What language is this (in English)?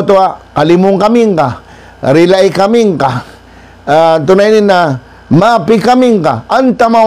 Maranao